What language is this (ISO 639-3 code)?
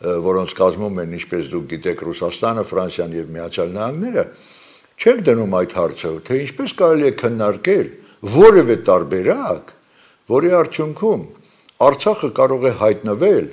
hye